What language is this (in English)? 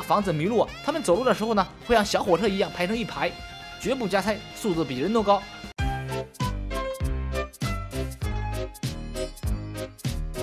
Chinese